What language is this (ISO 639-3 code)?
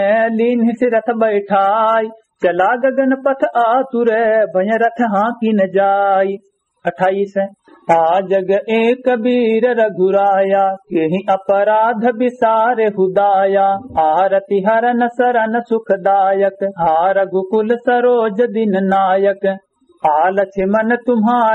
awa